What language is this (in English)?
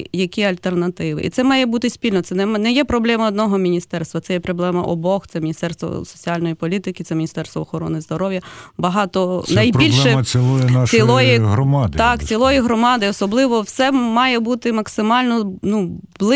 Ukrainian